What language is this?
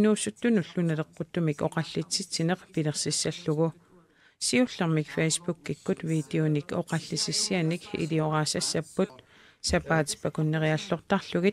Kalaallisut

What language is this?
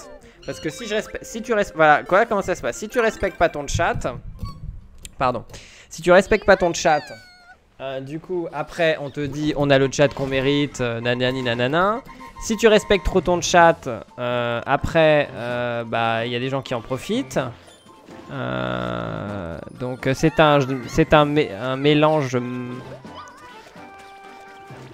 French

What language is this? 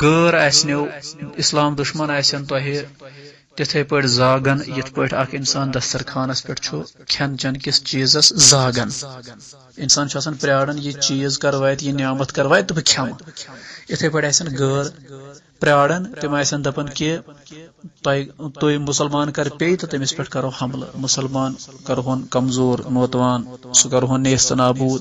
Kashmiri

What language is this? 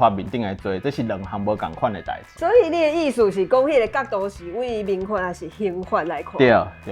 Min Nan Chinese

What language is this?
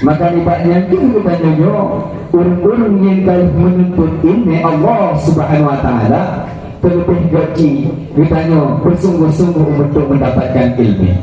Achinese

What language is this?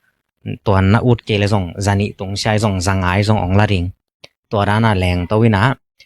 Tedim Chin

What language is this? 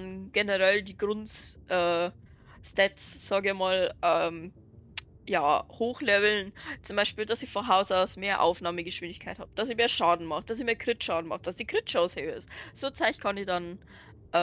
Bavarian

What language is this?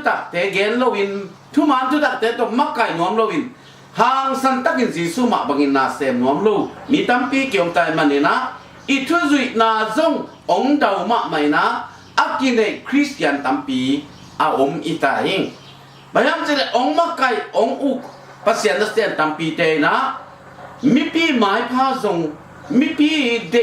Tedim Chin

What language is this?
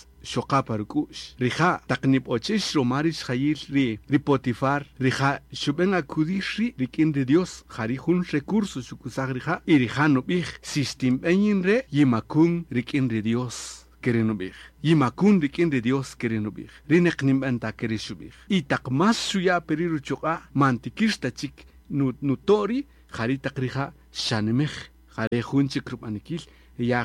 Kaqchikel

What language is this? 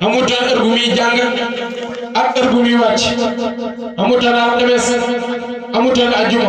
Wolof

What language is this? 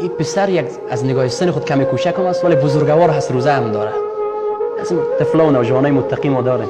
Persian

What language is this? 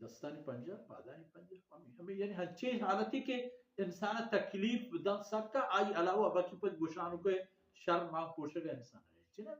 Baluchi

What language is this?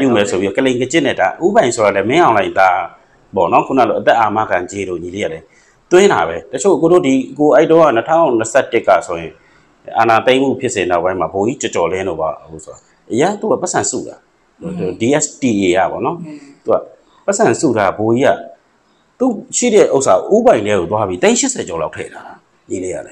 Burmese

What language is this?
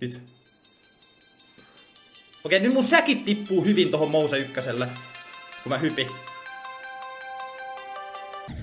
Finnish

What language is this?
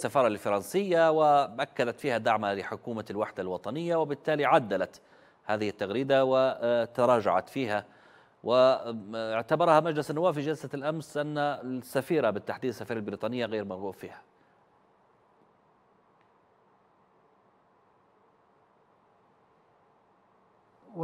Arabic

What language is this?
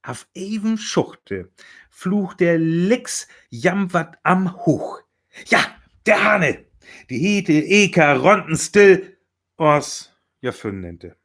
Northern Frisian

